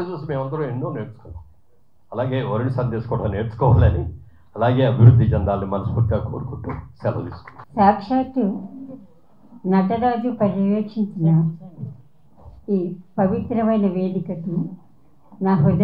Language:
Telugu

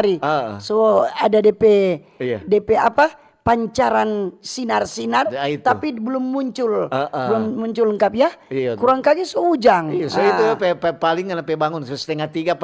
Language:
Manado Malay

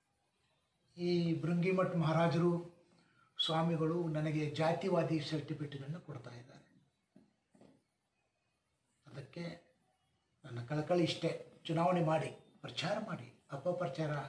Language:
Kannada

